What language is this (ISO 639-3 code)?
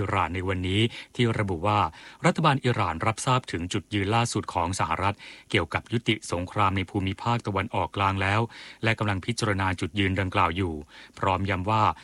tha